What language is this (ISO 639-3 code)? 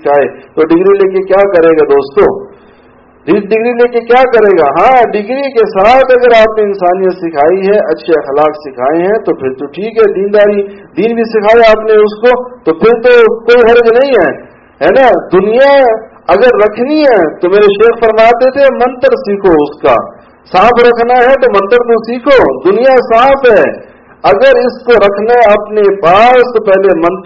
urd